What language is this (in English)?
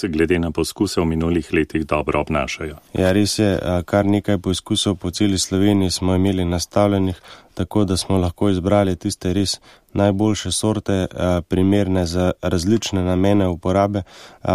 Slovenian